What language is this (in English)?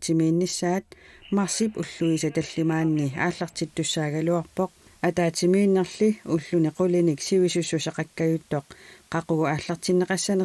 Kalaallisut